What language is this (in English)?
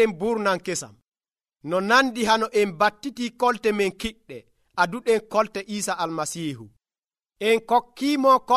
Nigerian Fulfulde